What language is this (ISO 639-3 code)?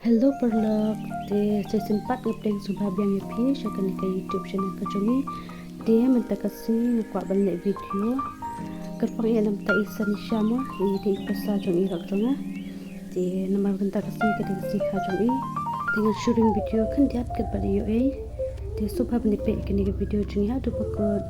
kha